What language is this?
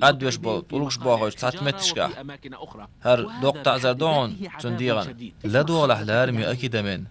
Chechen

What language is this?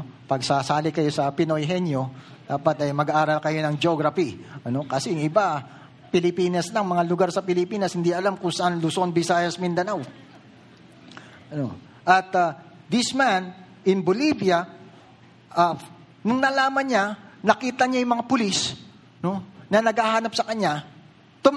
Filipino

